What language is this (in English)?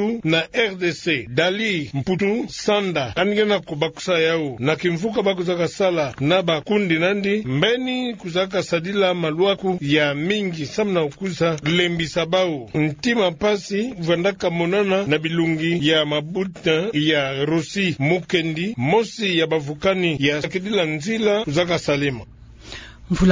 Kituba (Democratic Republic of Congo)